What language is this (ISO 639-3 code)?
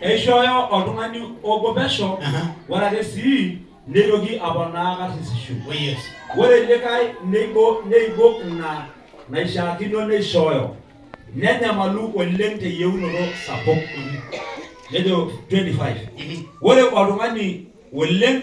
mas